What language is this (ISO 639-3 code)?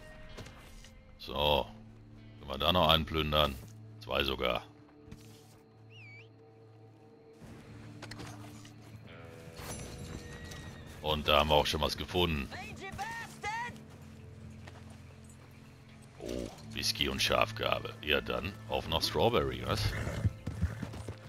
deu